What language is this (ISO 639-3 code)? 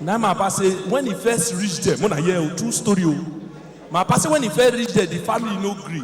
pcm